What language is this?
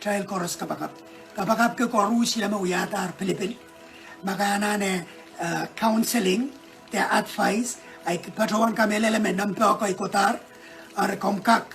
Pohnpeian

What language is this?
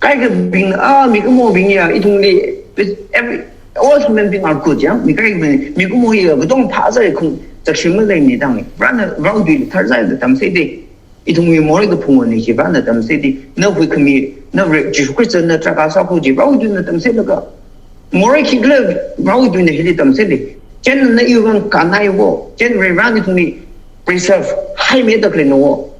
Tangkhul Naga (India)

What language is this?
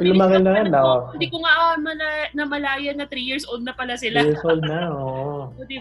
Filipino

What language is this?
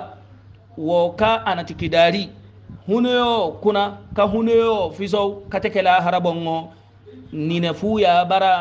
Hausa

